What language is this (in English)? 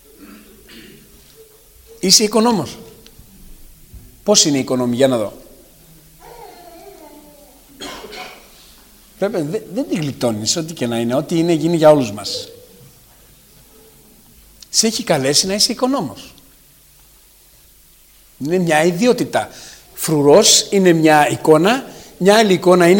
Greek